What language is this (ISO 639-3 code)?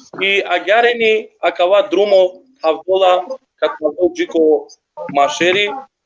rmn